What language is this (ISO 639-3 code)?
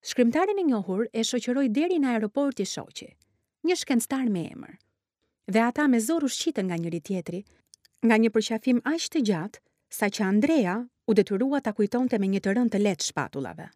sqi